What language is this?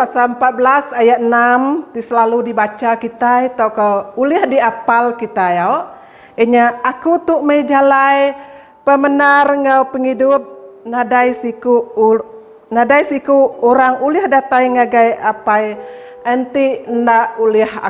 Iban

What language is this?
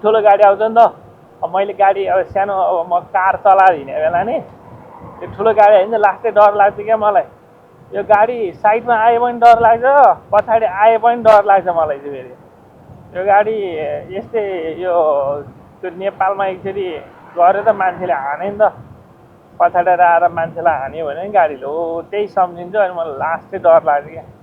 Nepali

